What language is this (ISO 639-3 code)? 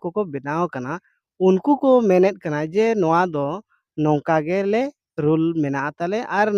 sat